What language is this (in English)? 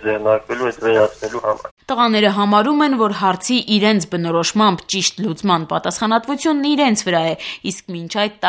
Armenian